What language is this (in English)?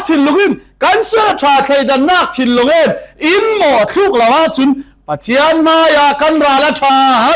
Falam Chin